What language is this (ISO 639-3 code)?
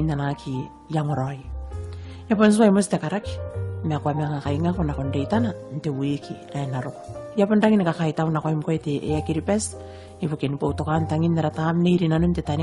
gil